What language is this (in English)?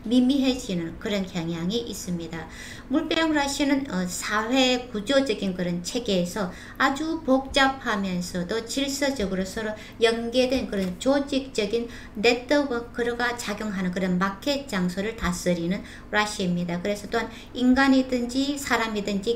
Korean